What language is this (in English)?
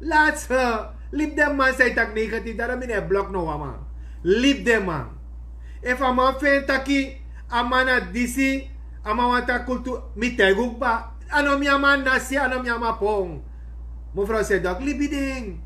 Sranan Tongo